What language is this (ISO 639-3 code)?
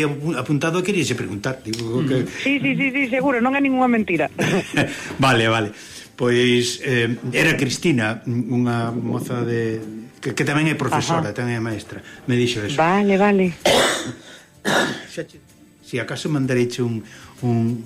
glg